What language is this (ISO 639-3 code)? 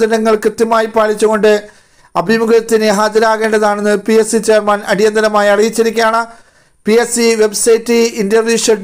mal